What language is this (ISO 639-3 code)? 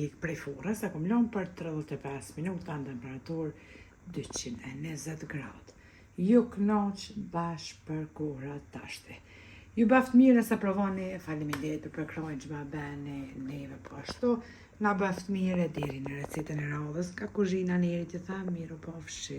sqi